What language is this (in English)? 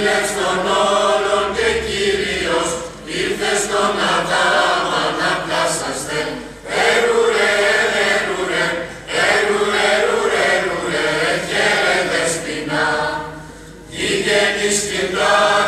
Greek